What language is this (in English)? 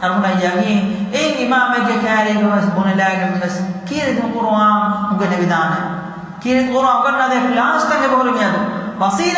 Divehi